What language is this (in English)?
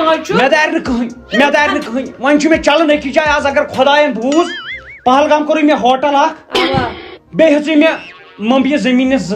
Kashmiri